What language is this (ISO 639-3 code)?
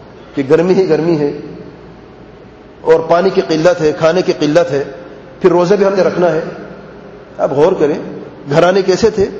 urd